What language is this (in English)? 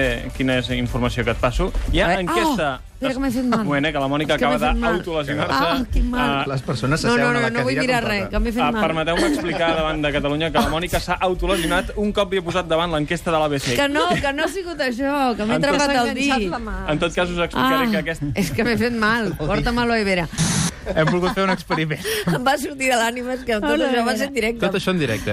Catalan